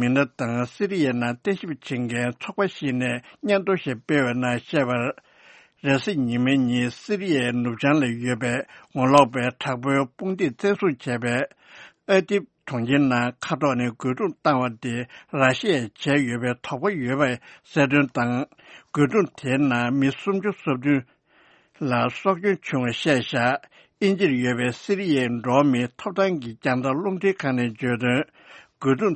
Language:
Tibetan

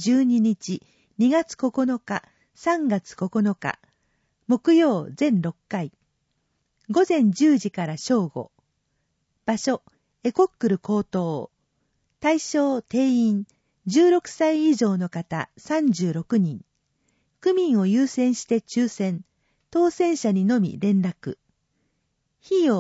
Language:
Japanese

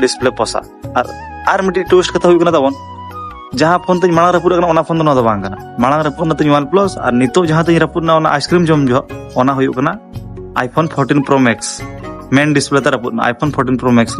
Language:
Santali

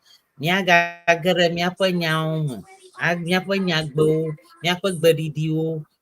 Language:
Ewe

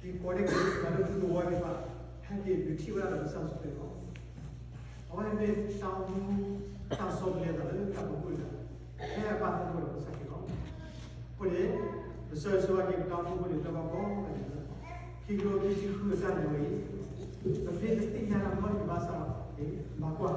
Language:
S'gaw Karen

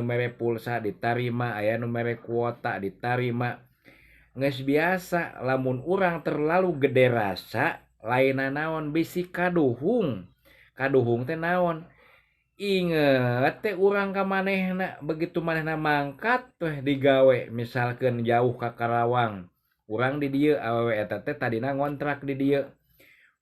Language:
Sundanese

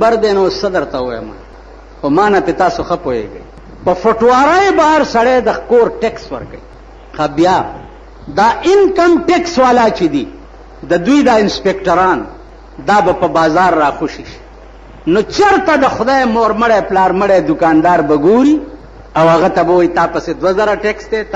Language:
Pashto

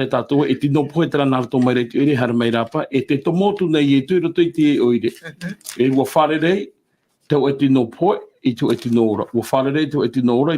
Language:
Tahitian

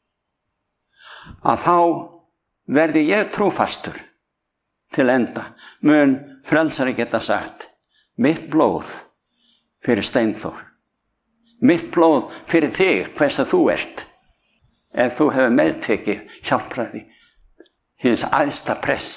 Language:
Icelandic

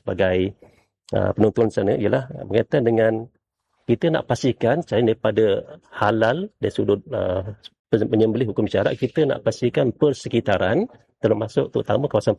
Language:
Malay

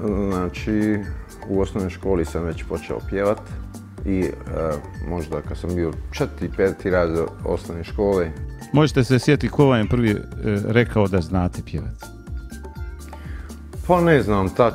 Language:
Bosnian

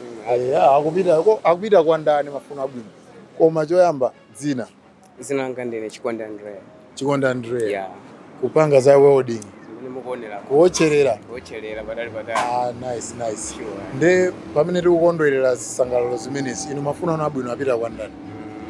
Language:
Nyanja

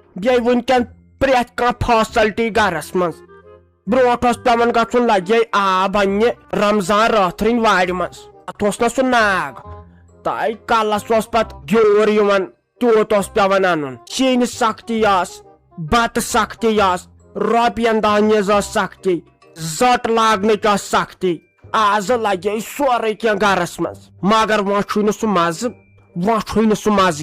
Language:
Kashmiri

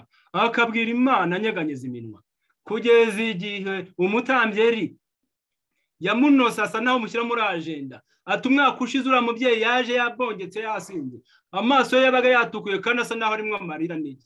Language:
Kinyarwanda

